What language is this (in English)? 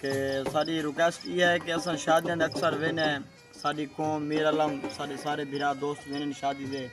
Saraiki